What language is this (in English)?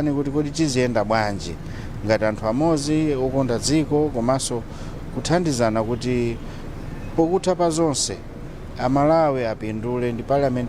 Nyanja